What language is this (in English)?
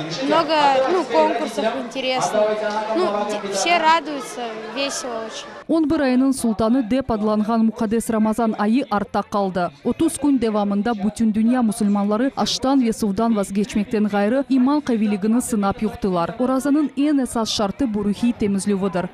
Crimean Tatar